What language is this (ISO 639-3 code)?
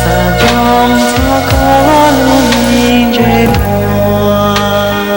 hmn